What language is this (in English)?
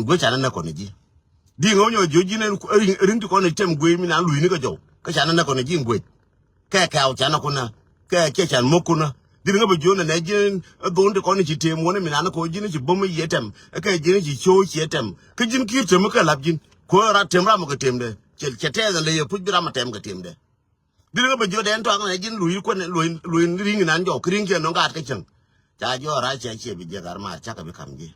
Nuer